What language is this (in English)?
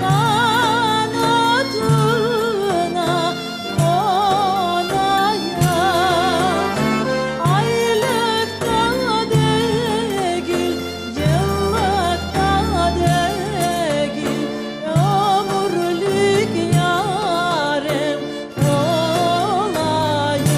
Crimean Tatar